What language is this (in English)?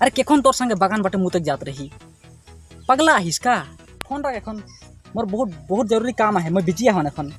Sadri